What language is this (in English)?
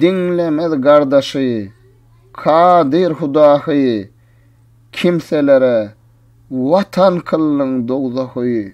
Turkmen